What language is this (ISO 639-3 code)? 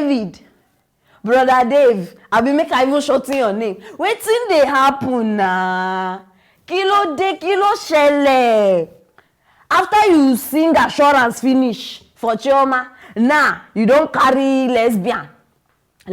pcm